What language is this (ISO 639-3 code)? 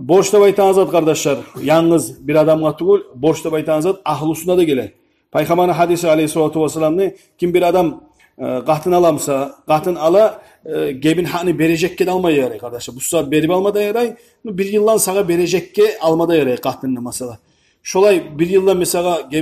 kum